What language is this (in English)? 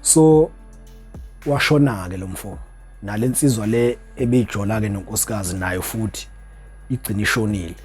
Zulu